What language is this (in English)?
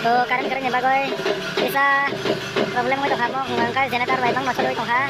Kok Borok